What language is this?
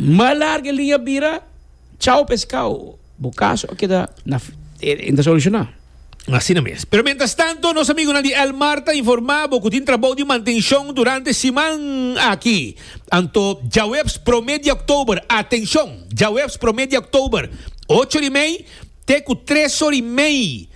Papiamento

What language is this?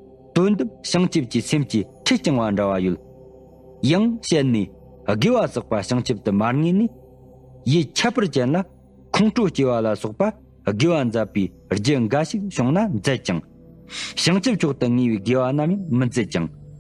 Tibetan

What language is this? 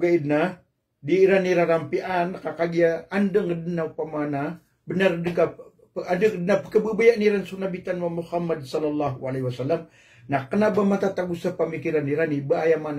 Maranao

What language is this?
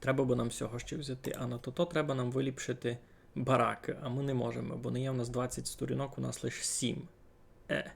Rusyn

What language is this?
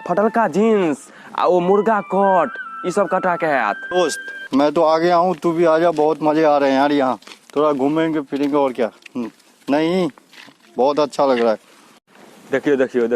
Maithili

